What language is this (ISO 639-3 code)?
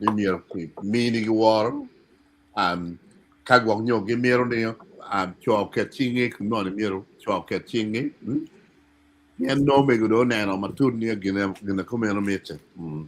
ach